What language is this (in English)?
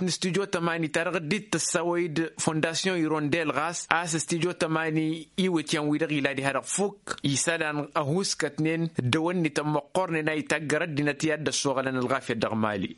Tamasheq